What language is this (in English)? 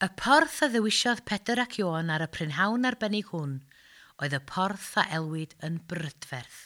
Welsh